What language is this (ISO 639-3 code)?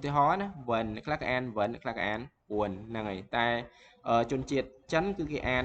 khm